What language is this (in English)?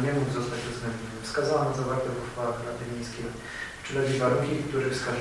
Polish